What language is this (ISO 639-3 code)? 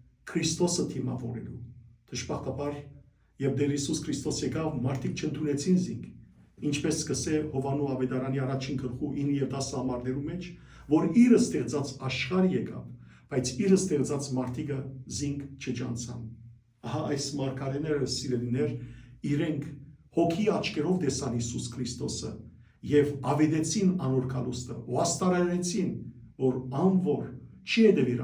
hyw